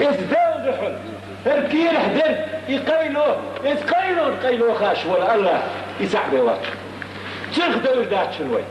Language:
Chechen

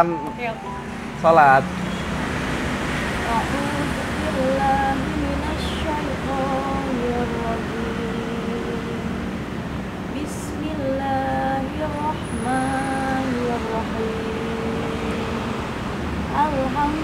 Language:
Indonesian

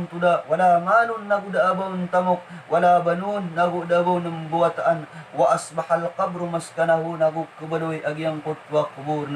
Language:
Maranao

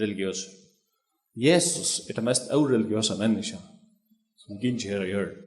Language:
Faroese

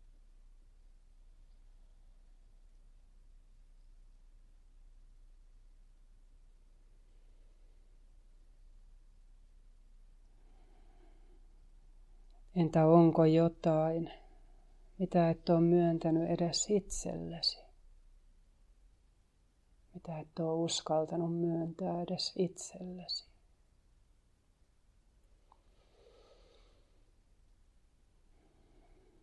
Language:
Finnish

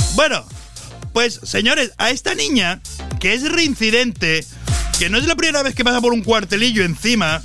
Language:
Spanish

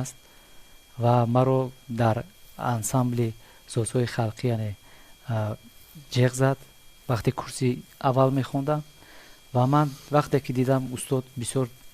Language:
Tajik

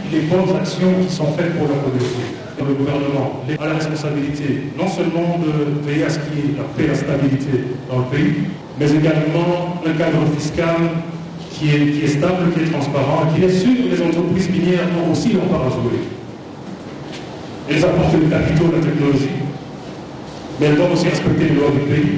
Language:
French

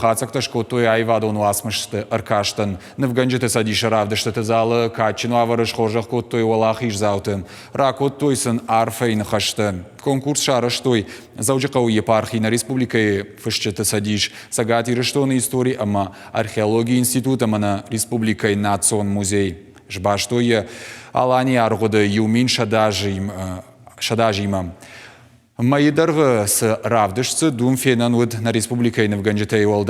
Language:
Ossetic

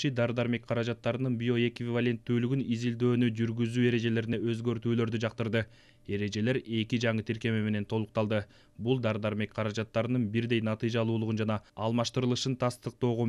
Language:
Kyrgyz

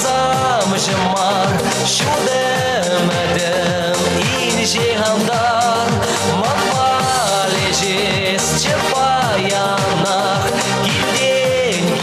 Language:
Chuvash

